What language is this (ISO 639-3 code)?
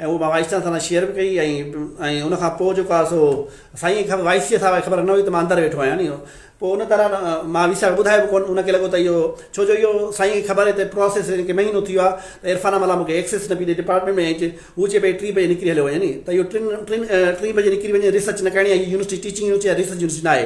snd